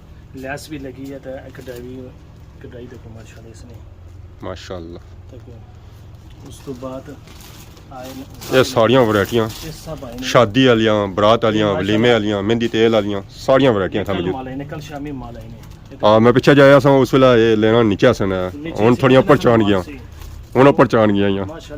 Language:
Pahari-Potwari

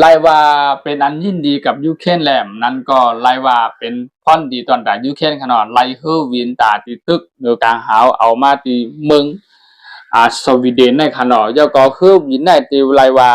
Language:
Shan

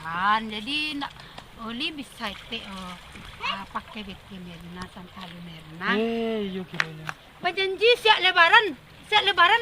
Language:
Minangkabau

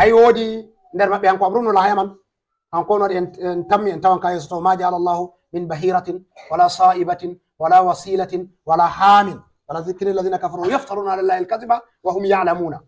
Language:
Fula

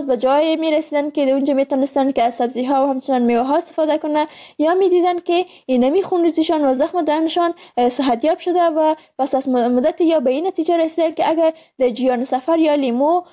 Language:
Persian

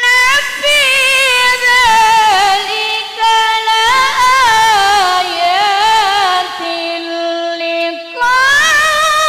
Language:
Buginese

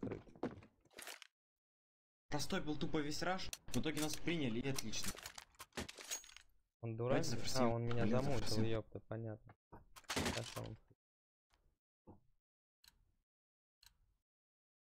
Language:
Russian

